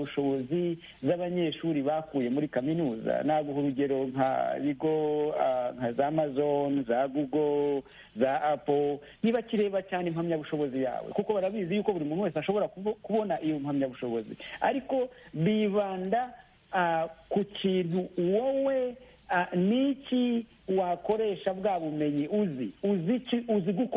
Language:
Kinyarwanda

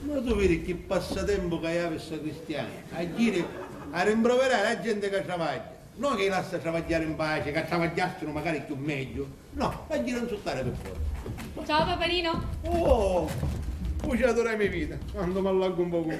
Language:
Sicilian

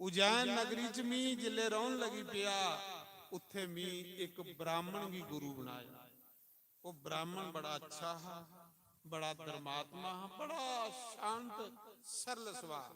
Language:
Dogri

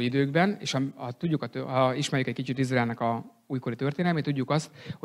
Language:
Hungarian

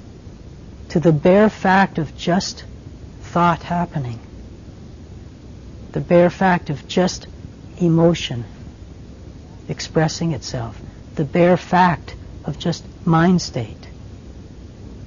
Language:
English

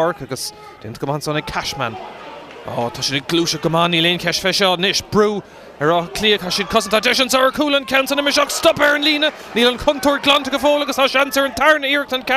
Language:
Irish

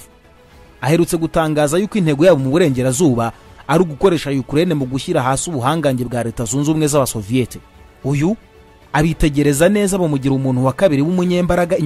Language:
Kinyarwanda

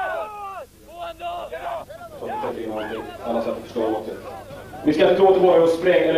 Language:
Swedish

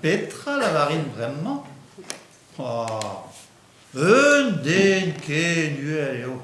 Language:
Breton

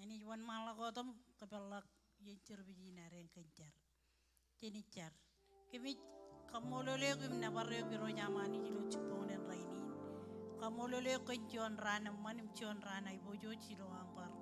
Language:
Marshallese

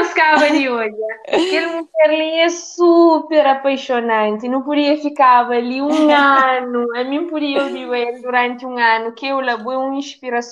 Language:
Kabuverdianu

